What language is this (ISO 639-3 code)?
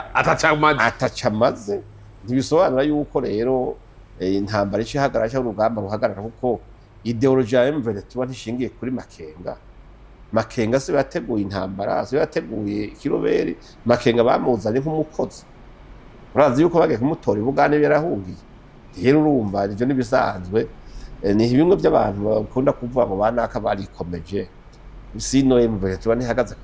run